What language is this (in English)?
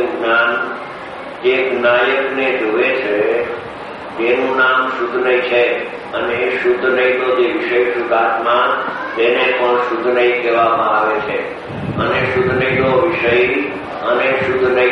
Gujarati